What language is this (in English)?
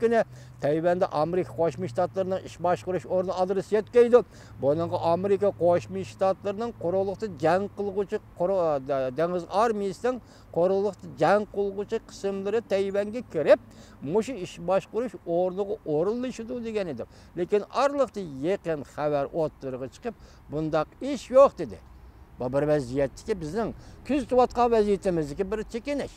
Uyghur